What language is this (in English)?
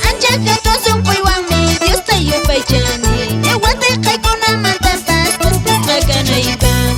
Quechua